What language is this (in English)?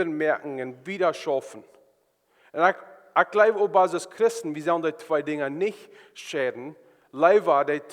Plautdietsch